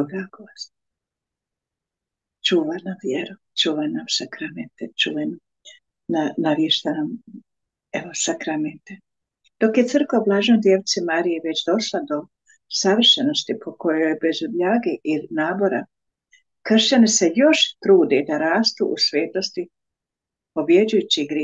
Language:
Croatian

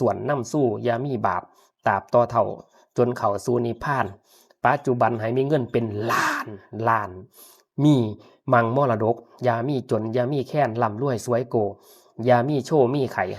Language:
Lao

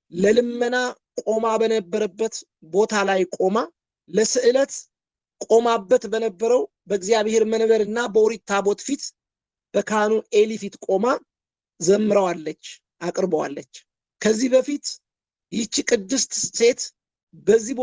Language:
Amharic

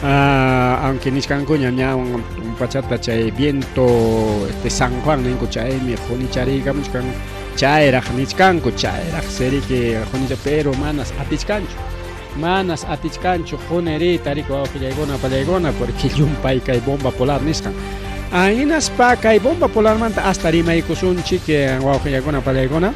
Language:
Ayacucho Quechua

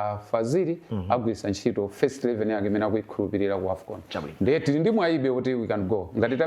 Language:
Nyanja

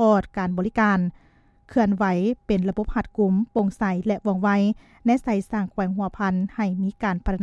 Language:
Lao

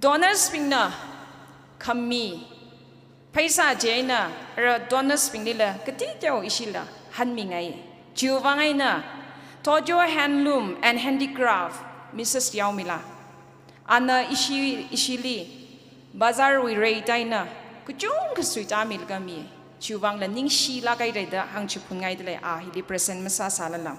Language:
Tangkhul Naga (India)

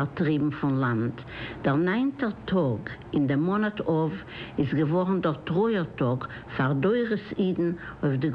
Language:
Yiddish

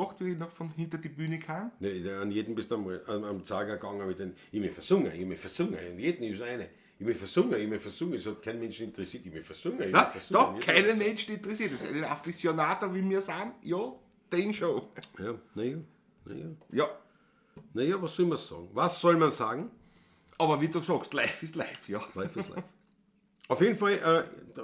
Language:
Bavarian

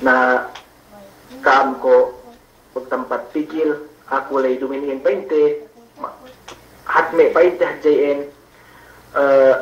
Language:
Yakan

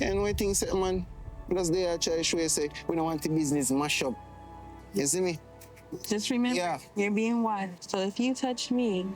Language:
Jamaican Creole English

